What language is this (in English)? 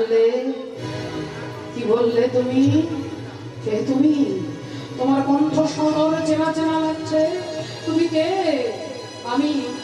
Bangla